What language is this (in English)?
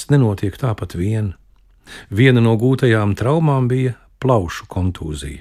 Latvian